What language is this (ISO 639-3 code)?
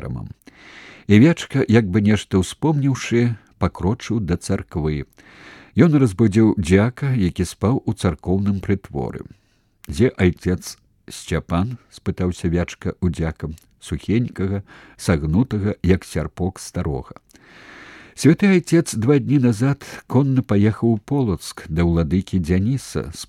bel